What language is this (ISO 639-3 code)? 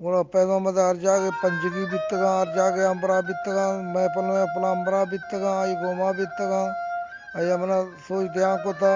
bgp